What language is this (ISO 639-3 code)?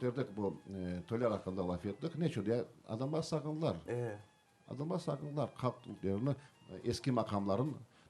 crh